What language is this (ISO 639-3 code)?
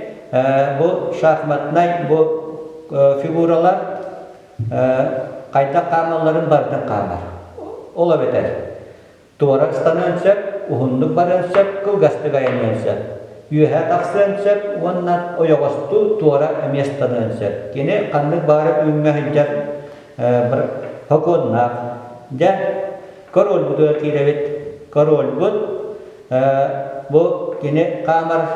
sah